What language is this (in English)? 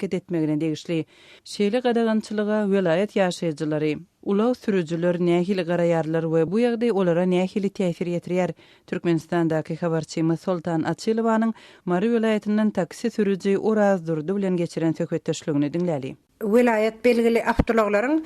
Turkmen